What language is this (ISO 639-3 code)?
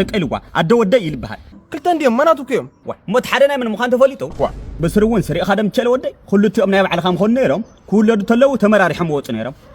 tir